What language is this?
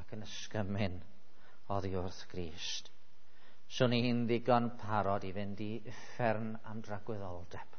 Welsh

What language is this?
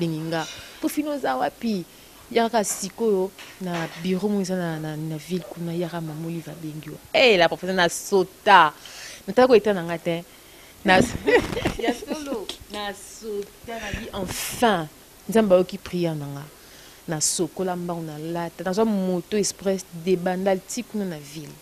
Lingala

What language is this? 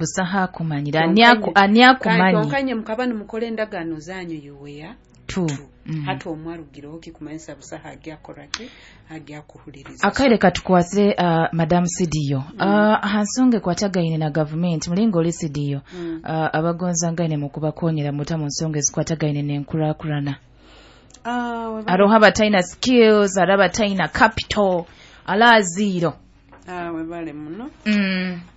Nyoro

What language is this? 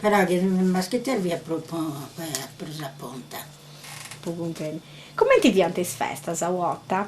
Sardinian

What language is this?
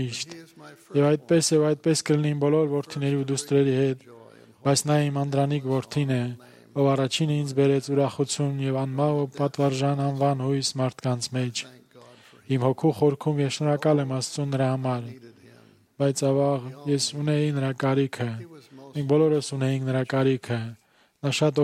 Armenian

